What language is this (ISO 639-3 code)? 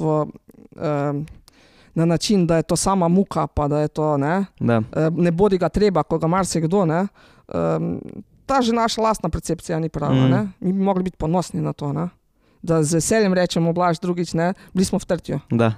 slv